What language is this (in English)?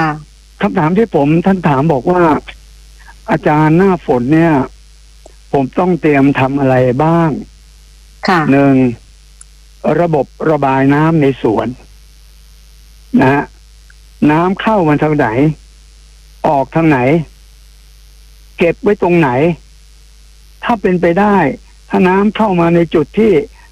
Thai